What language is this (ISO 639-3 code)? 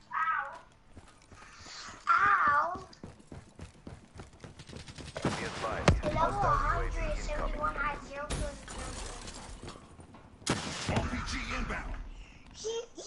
eng